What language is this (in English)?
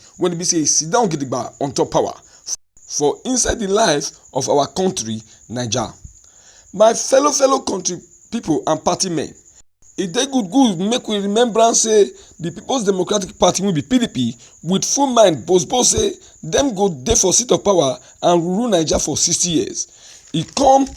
Nigerian Pidgin